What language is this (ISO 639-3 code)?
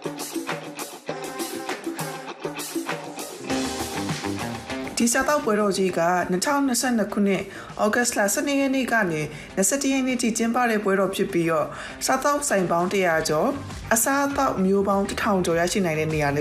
mya